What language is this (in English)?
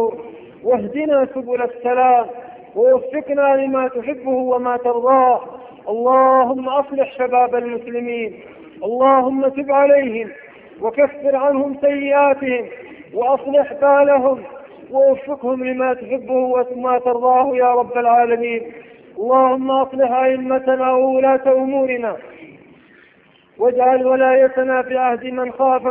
Arabic